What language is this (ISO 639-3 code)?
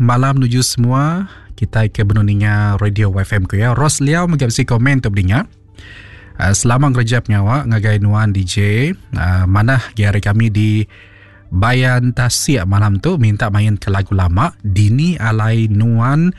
iba